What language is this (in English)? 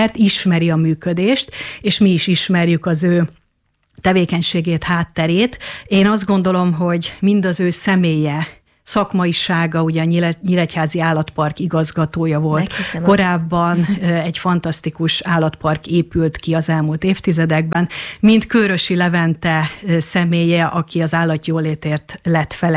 Hungarian